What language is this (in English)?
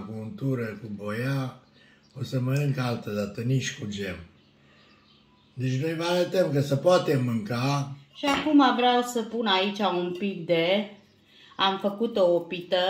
Romanian